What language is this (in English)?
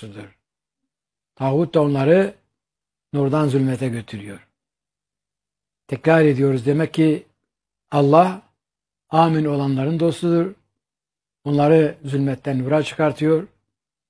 Turkish